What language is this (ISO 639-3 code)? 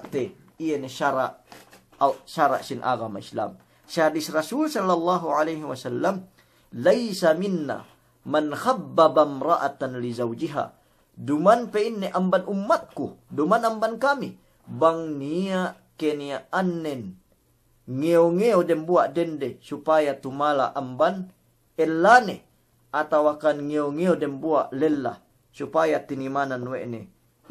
yka